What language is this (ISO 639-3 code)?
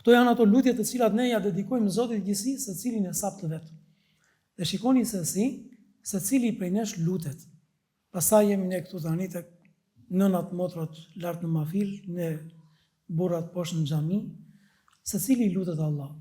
sqi